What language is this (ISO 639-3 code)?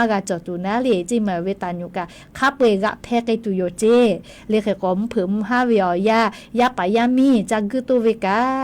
lhu